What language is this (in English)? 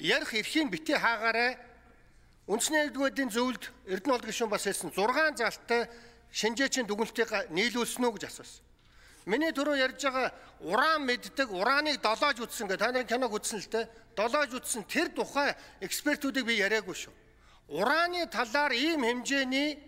Mongolian